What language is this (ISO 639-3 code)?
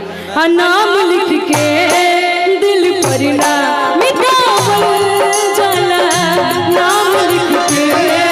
bho